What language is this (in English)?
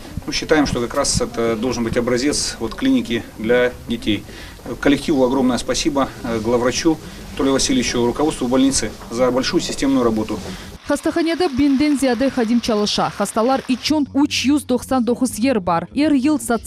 Crimean Tatar